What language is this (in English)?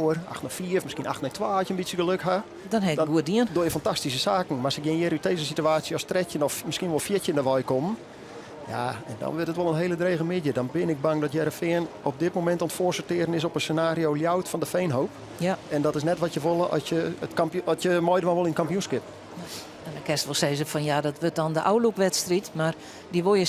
Western Frisian